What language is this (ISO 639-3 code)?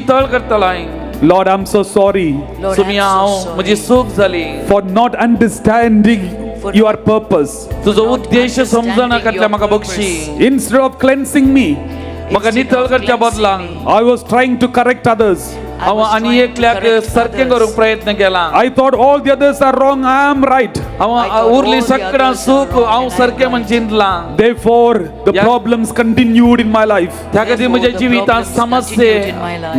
kok